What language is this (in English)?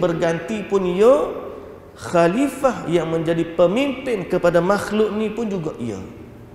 Malay